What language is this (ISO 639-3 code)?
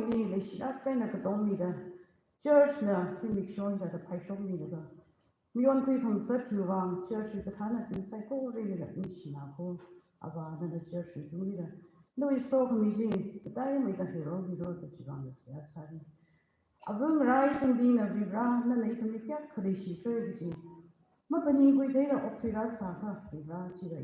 nmf